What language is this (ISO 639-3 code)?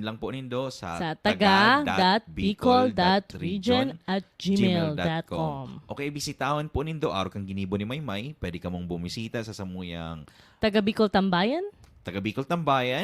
bik